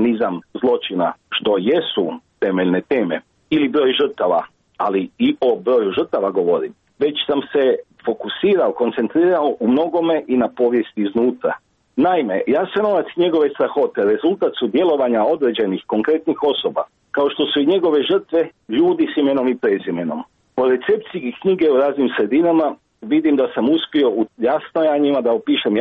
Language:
Croatian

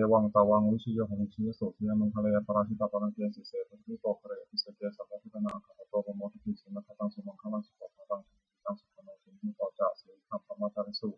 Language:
Pali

